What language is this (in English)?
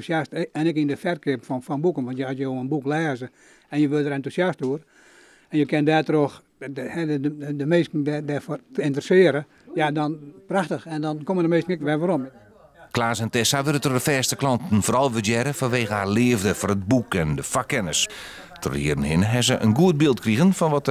Western Frisian